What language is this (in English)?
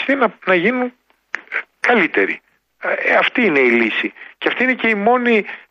Greek